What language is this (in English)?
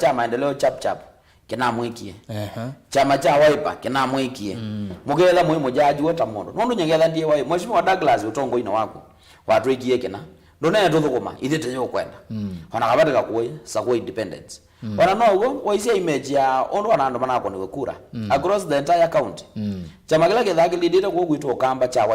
Kamba